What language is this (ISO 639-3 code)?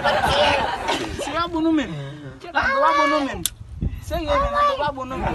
hat